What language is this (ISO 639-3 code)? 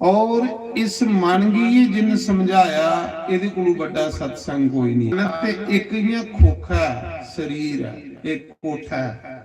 doi